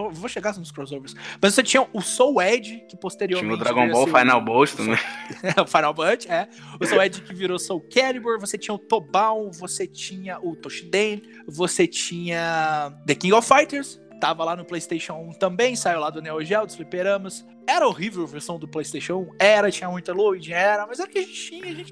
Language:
Portuguese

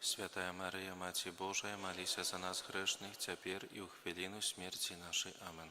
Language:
Belarusian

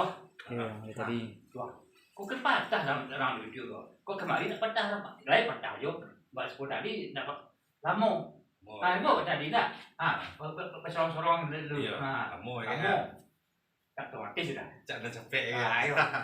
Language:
Minangkabau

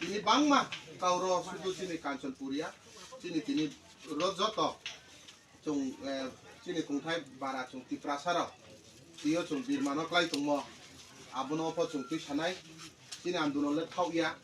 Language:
Riang (India)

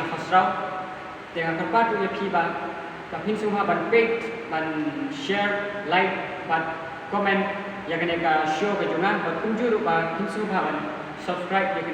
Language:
Khasi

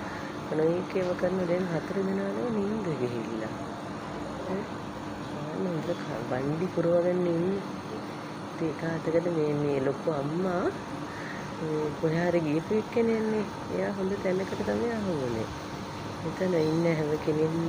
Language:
Sinhala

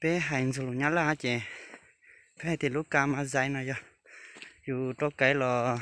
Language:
Hmong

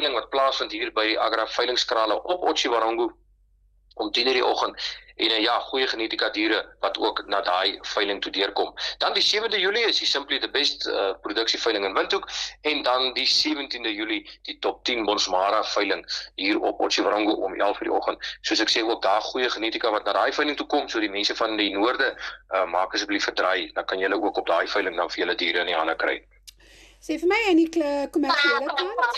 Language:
Afrikaans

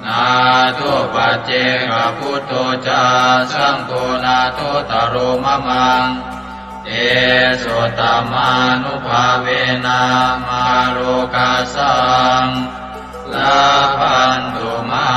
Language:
Pali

